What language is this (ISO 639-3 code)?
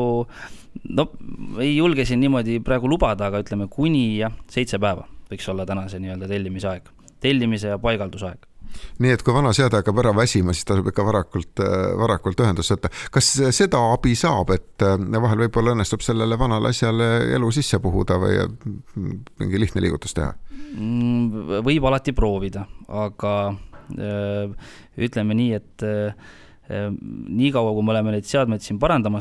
est